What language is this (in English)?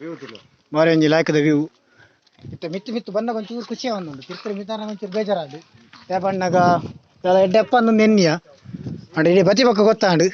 Tulu